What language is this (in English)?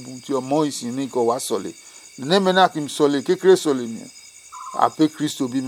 Adangme